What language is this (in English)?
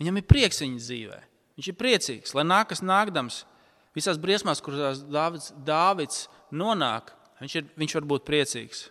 Latvian